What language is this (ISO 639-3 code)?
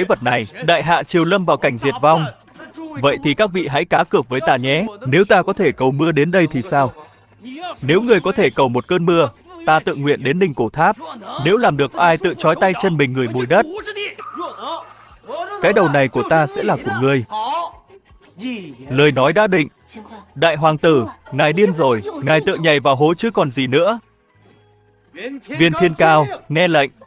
vie